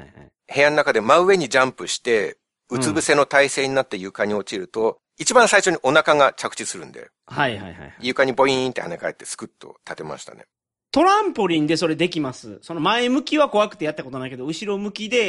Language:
Japanese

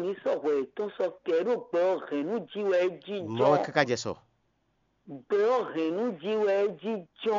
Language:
Fon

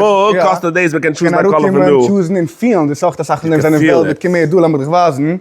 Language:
Yiddish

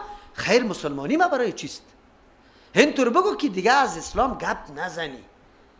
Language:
Persian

